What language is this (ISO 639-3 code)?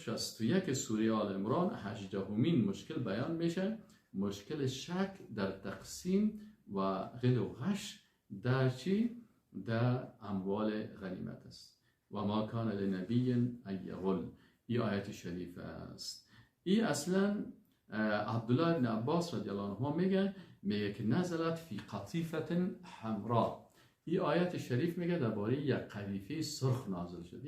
fas